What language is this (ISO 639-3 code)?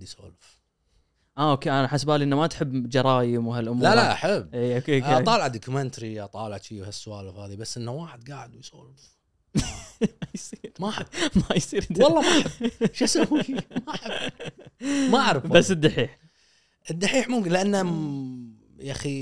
afb